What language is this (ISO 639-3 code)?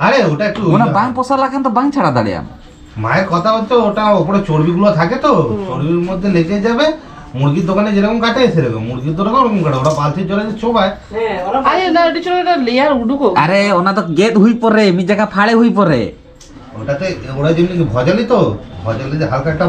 sat